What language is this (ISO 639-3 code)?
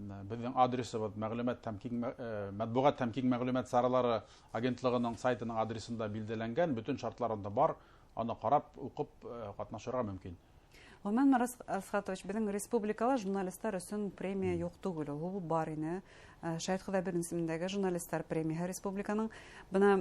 bak